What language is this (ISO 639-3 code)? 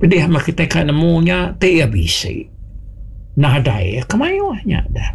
iba